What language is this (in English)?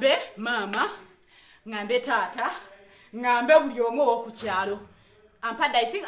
Ganda